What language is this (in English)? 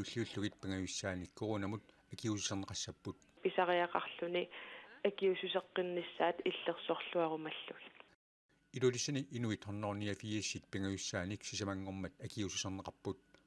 Kalaallisut